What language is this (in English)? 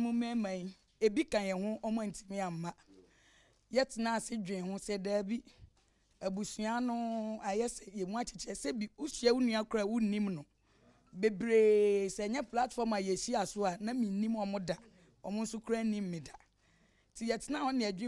Akan